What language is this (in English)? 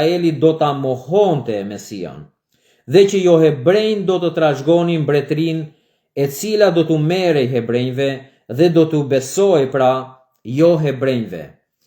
Albanian